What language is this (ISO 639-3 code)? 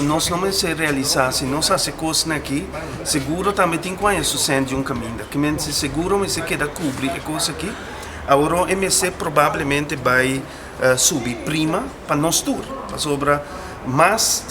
pap